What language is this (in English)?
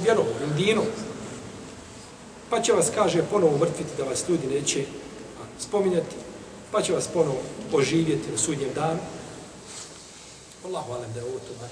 Bosnian